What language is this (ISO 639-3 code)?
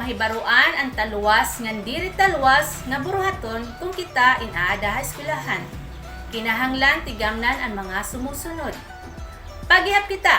war